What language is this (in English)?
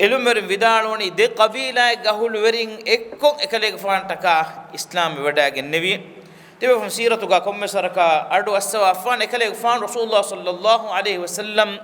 Divehi